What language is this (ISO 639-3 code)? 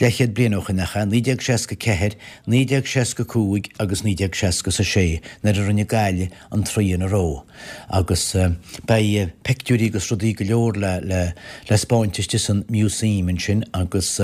gle